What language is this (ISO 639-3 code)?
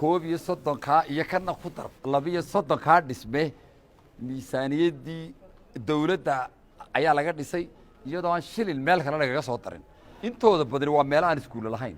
som